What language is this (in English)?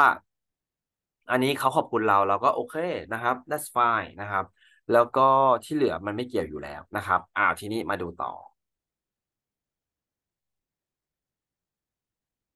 Thai